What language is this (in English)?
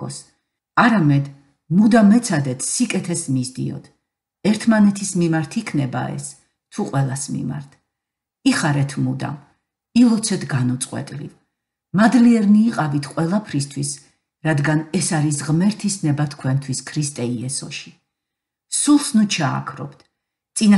Georgian